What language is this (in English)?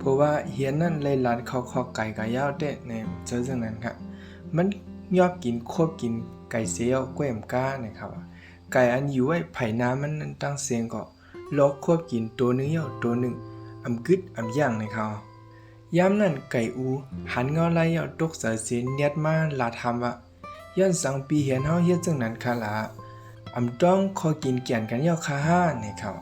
Shan